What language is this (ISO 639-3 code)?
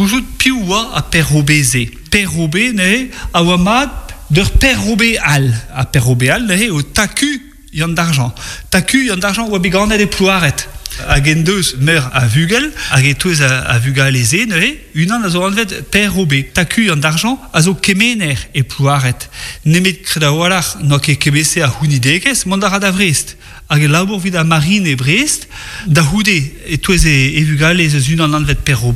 bre